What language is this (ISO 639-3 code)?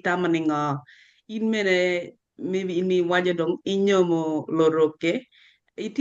ach